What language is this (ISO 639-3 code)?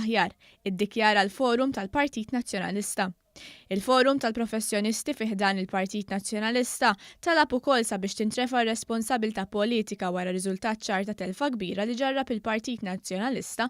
mlt